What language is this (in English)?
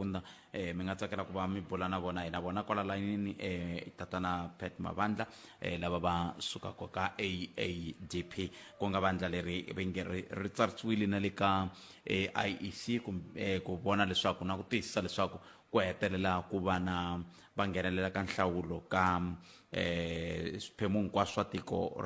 Tsonga